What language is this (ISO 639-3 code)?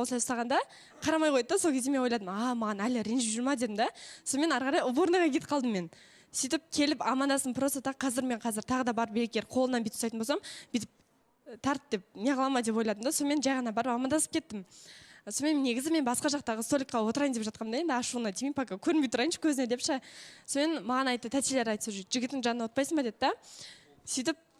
kaz